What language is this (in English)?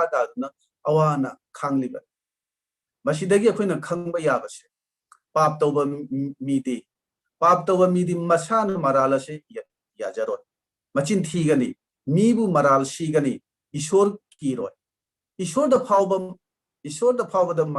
Manipuri